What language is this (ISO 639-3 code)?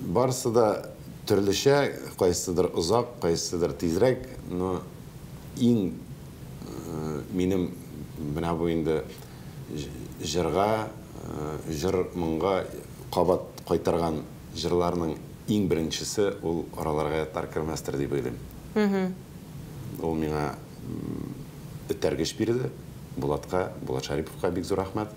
tat